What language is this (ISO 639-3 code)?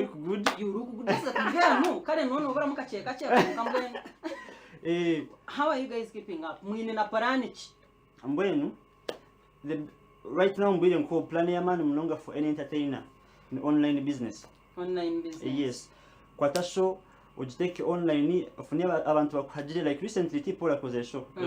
nyn